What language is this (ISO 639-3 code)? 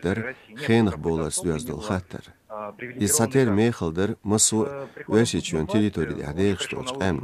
che